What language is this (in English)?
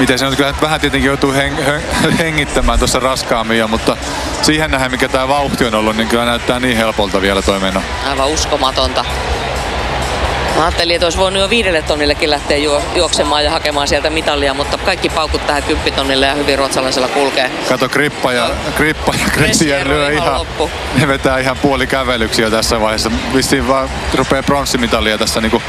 Finnish